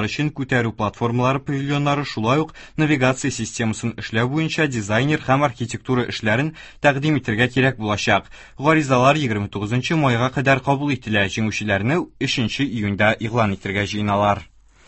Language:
Tatar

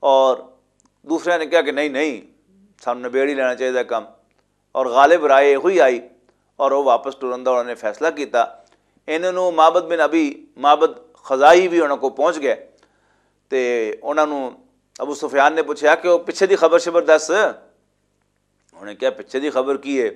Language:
Western Panjabi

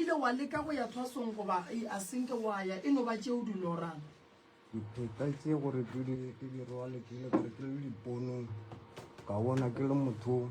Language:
Northern Sotho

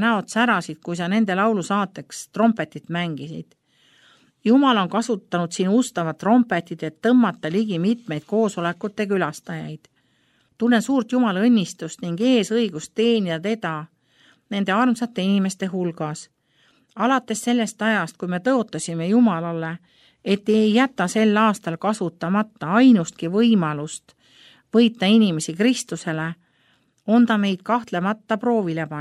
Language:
Estonian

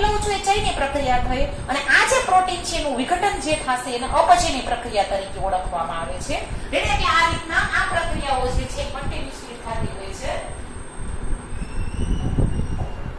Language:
Gujarati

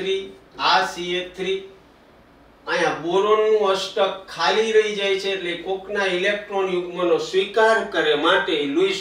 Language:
Gujarati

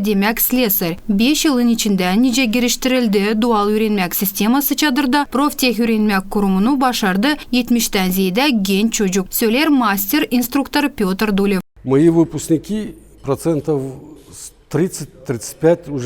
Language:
Gagauz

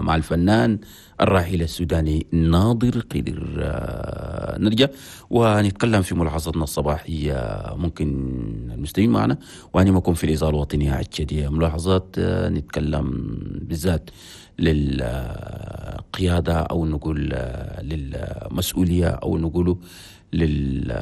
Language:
Chadian Arabic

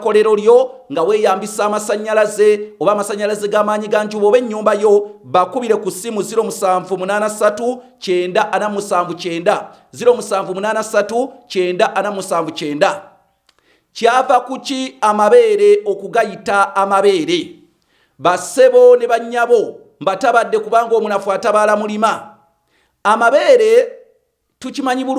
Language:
Ganda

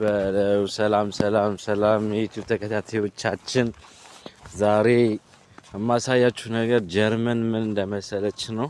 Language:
Amharic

